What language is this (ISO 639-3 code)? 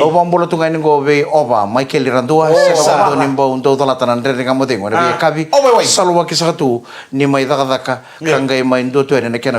fij